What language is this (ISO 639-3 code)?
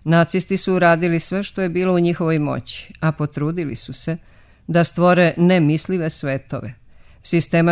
srp